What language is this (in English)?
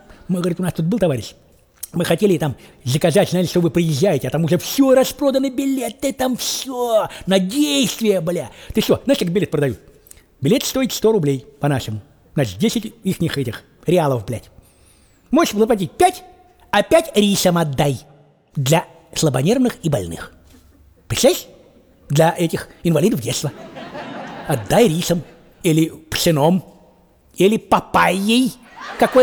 Russian